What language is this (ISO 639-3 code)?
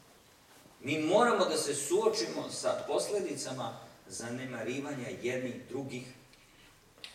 srp